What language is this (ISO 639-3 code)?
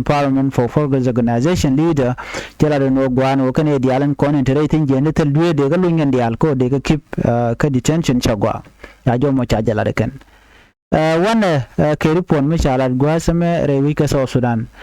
nus